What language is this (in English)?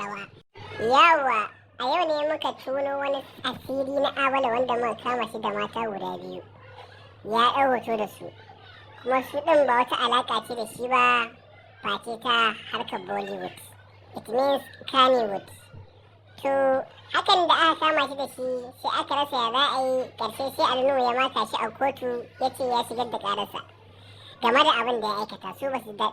Hausa